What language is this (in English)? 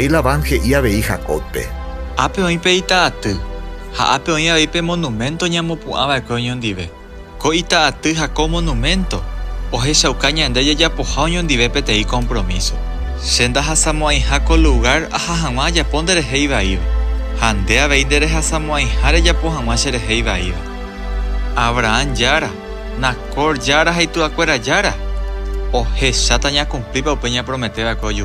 Guarani